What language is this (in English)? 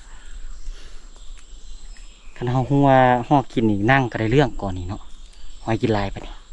Lao